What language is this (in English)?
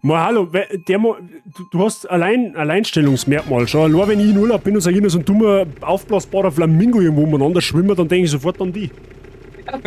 Bavarian